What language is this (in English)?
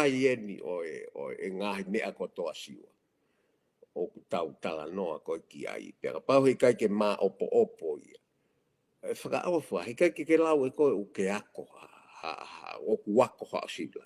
Tongan